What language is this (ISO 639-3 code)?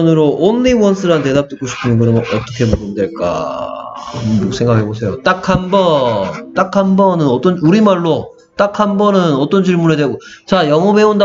kor